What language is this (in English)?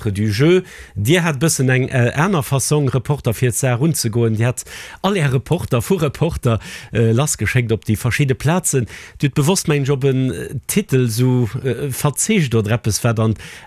Luxembourgish